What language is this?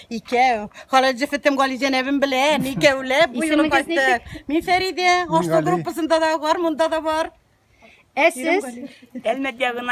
Tatar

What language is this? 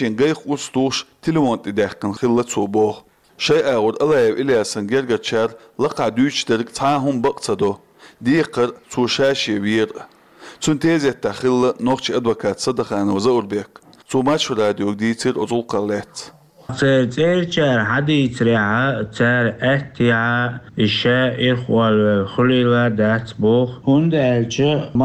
Chechen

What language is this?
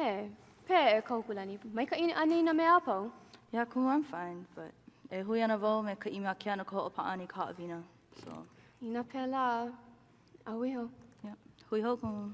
Hawaiian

